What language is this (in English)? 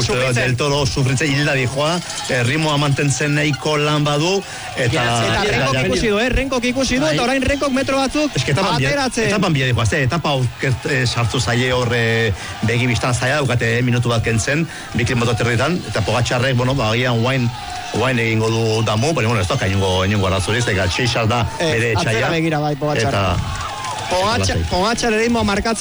Basque